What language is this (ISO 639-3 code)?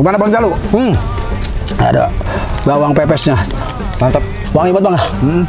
bew